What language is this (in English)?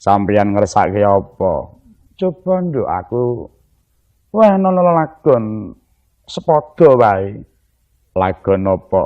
Javanese